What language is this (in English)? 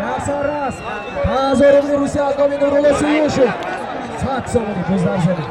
Tajik